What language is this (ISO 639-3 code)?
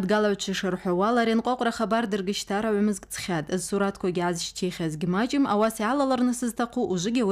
abk